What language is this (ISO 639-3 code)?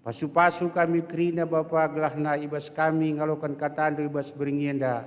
btx